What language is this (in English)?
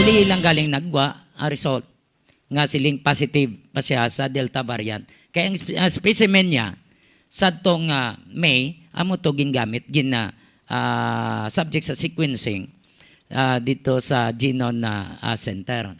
Hiligaynon